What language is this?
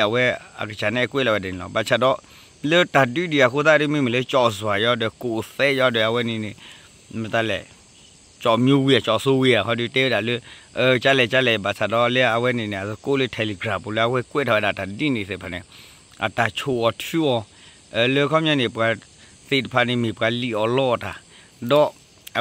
S'gaw Karen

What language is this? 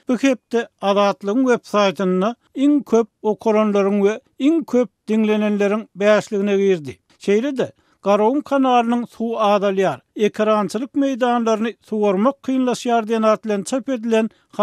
Turkmen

